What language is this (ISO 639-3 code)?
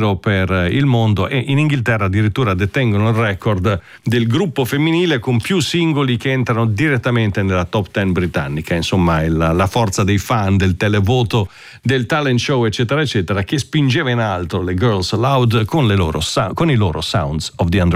ita